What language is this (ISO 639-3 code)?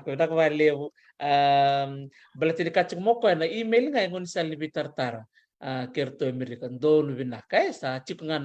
fij